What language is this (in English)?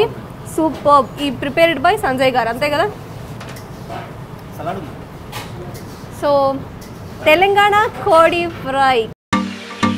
Telugu